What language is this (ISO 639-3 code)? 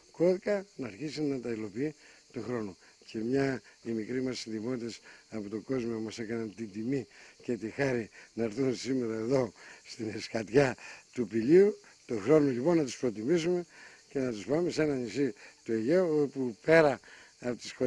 ell